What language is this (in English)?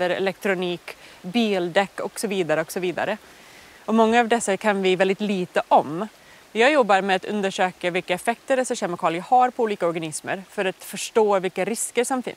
Swedish